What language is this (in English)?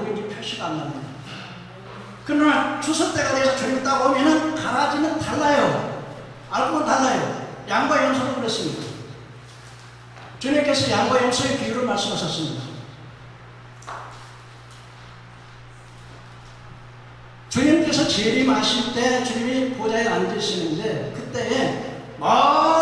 Korean